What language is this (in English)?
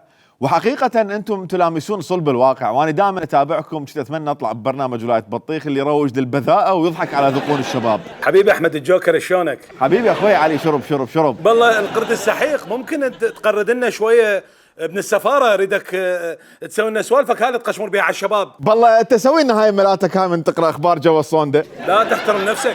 Mesopotamian Arabic